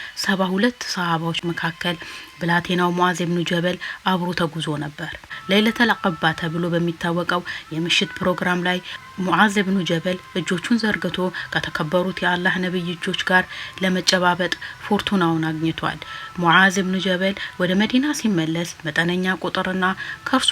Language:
Amharic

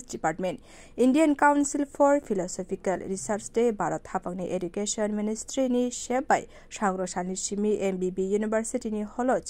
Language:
Kok Borok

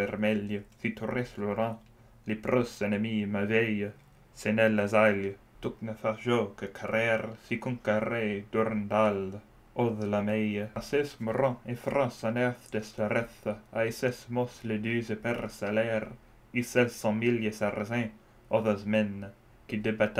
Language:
Old French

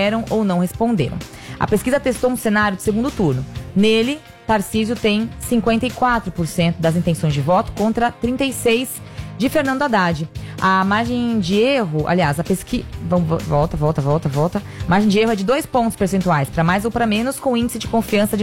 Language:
Portuguese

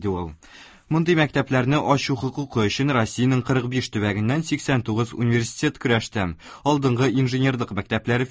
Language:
Tatar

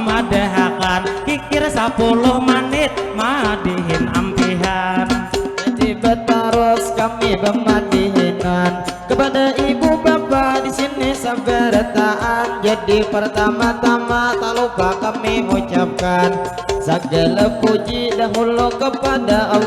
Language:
Banjar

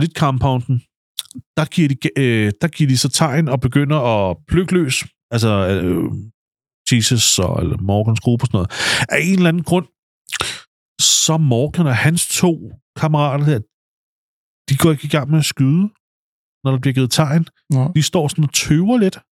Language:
Danish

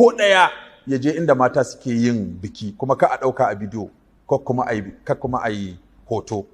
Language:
Hausa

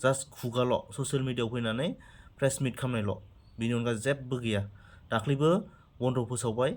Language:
Bodo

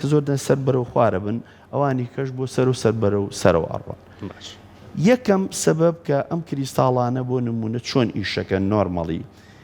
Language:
Central Kurdish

